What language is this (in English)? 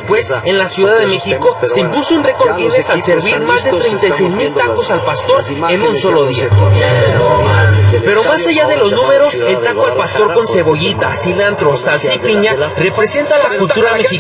Spanish